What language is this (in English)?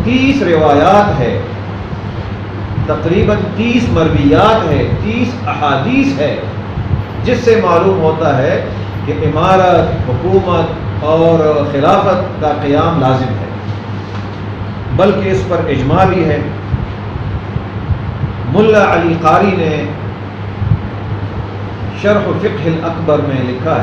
Urdu